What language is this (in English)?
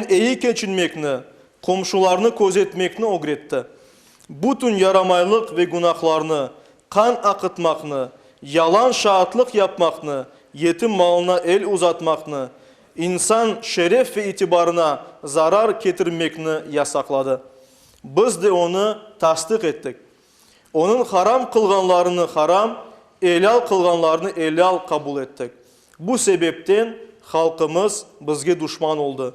Crimean Tatar